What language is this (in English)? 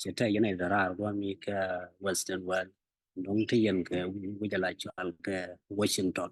Nuer